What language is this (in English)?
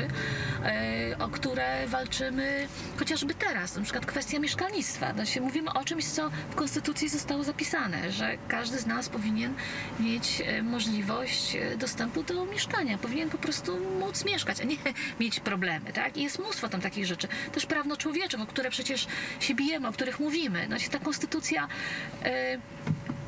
Polish